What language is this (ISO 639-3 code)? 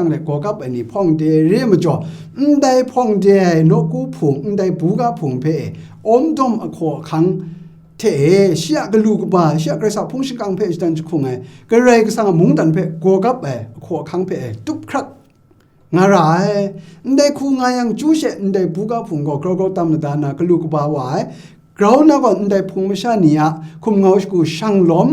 kac